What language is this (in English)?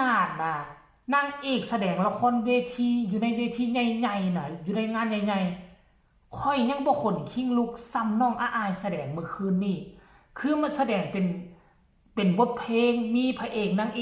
Northeastern Thai